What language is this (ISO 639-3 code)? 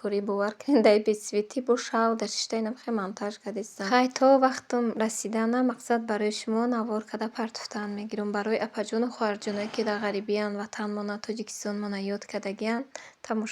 tgk